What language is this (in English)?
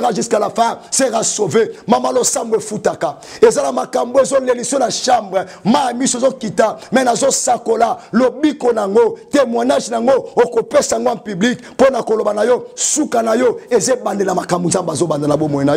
Lingala